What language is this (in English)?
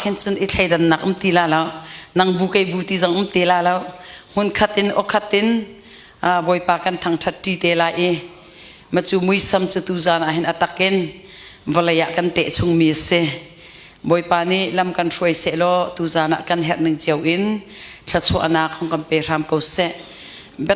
Hakha Chin